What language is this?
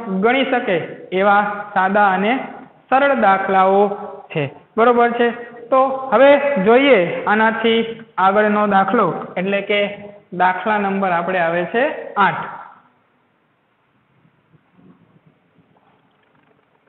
Gujarati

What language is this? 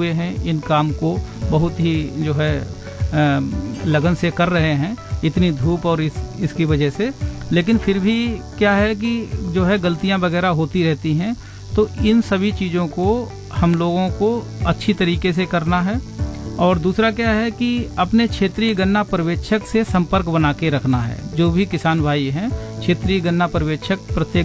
Hindi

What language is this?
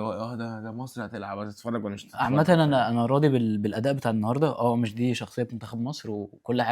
Egyptian Arabic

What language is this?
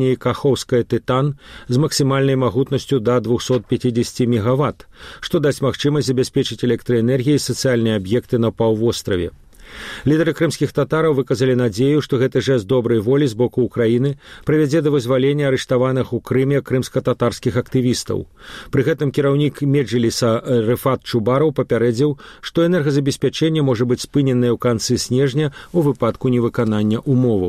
Belarusian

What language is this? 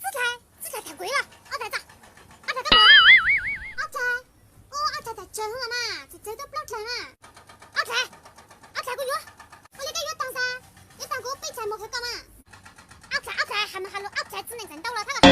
Hmong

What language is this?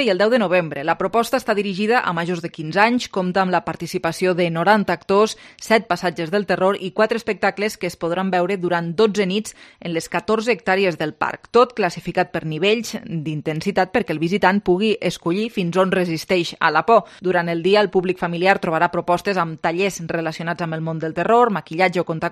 Catalan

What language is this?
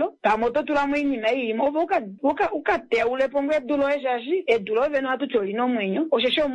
Kuanyama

